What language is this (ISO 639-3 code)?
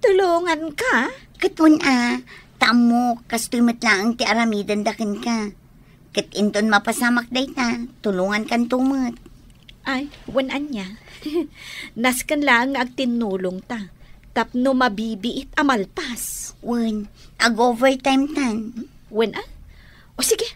ilo